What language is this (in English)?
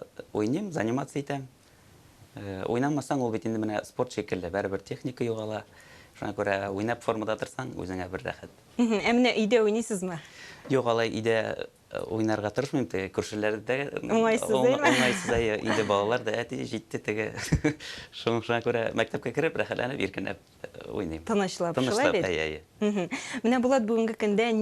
Tatar